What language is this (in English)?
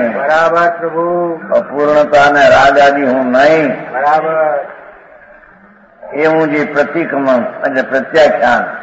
Gujarati